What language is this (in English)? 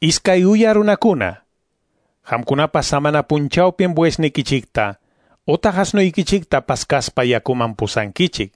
Quechua